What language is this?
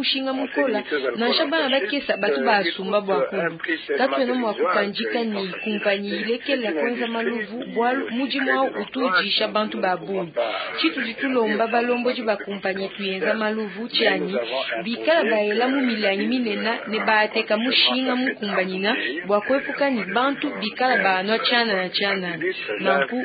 Luba-Lulua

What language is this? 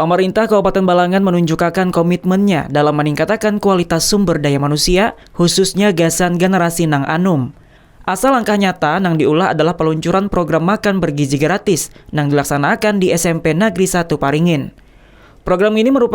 Banjar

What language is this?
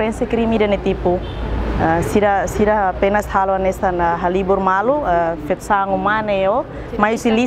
Tetum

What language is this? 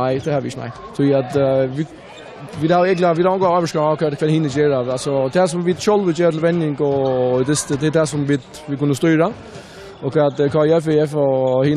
Faroese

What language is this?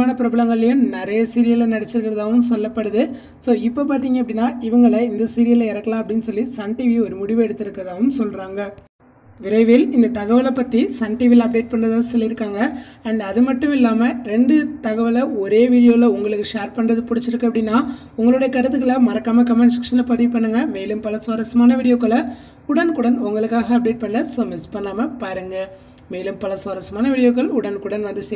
Tamil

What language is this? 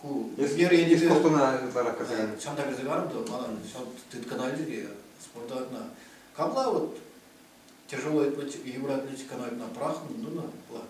Chuvash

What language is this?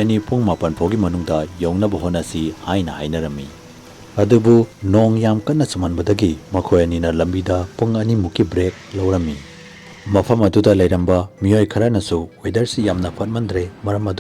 Manipuri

